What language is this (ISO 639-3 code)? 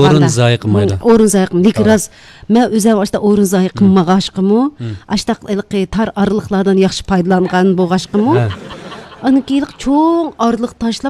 uig